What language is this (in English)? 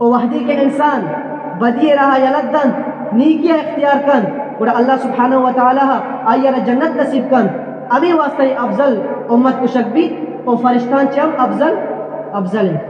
Eastern Balochi